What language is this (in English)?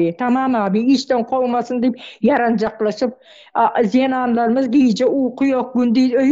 Turkmen